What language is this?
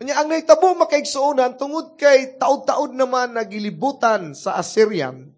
Cebuano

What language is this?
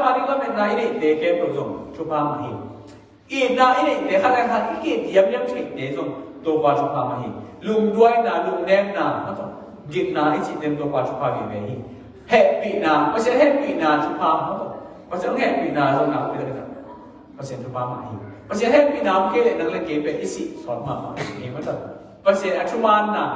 Tedim Chin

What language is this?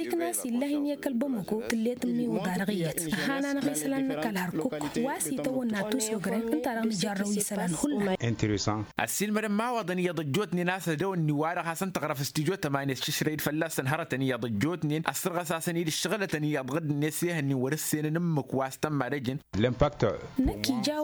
Tamasheq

